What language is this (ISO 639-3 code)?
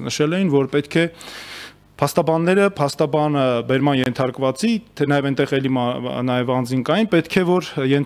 hye